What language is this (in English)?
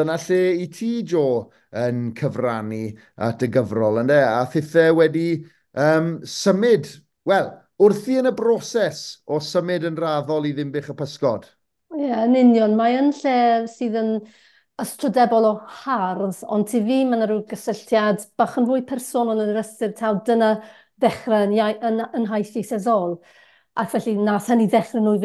Welsh